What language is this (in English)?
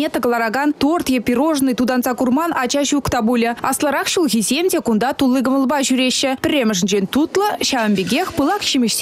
Chuvash